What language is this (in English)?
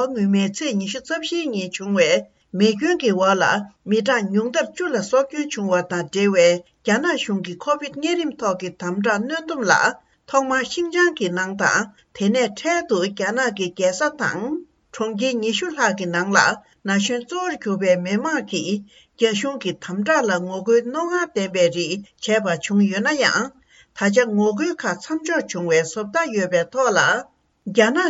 Tibetan